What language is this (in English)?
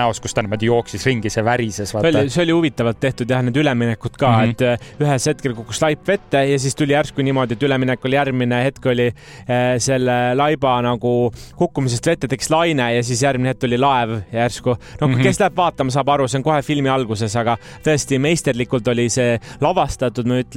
Estonian